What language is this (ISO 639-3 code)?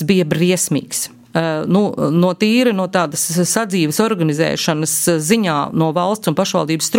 lav